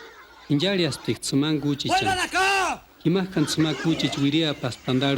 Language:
Purepecha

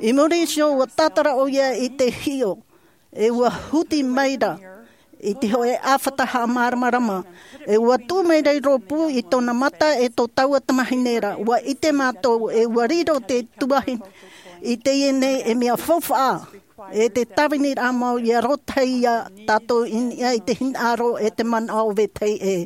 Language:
Tahitian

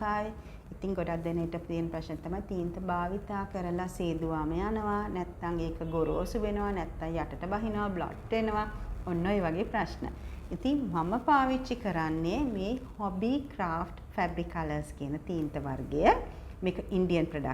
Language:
Sinhala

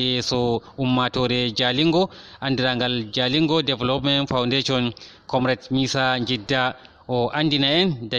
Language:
Fula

